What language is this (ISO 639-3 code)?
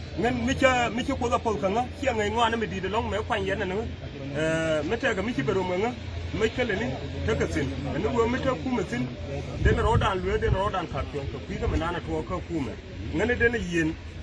nus